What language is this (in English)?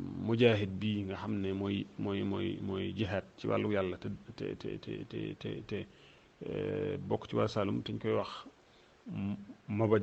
Wolof